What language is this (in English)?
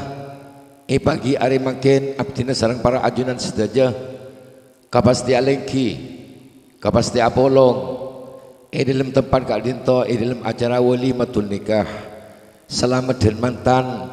Madurese